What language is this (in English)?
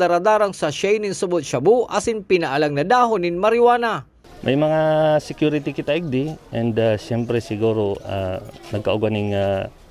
Bikol